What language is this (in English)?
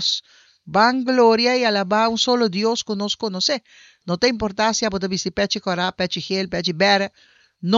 Papiamento